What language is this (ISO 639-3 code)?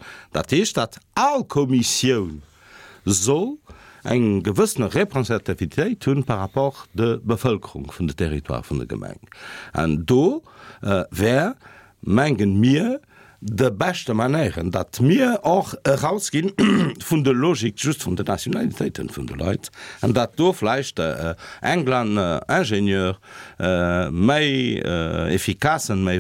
ltz